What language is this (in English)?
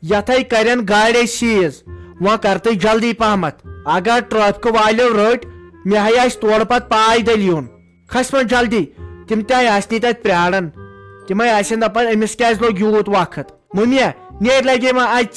Kashmiri